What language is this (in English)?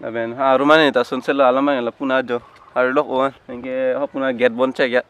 Karbi